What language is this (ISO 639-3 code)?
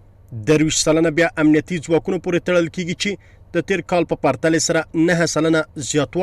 pus